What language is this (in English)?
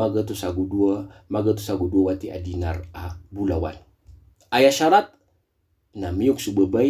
Maranao